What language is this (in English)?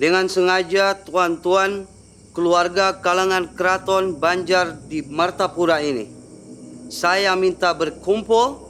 Banjar